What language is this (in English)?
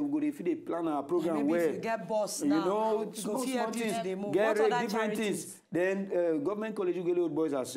Nigerian Pidgin